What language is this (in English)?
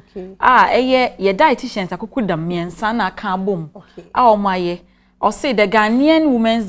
Akan